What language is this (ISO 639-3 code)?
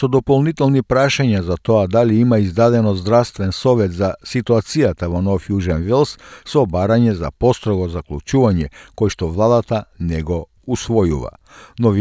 mkd